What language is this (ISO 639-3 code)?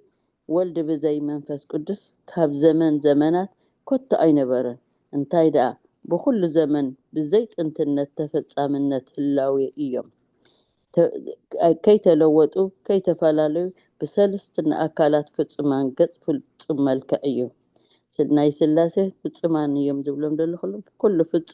tir